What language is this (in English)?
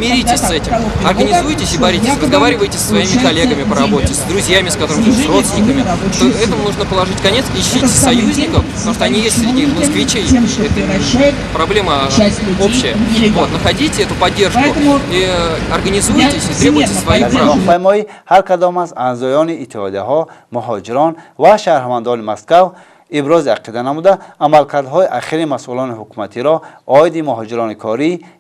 Tajik